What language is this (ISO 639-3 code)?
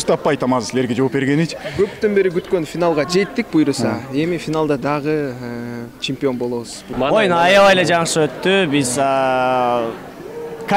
kir